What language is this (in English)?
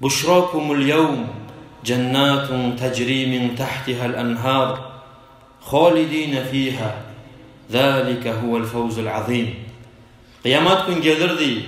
Kumyk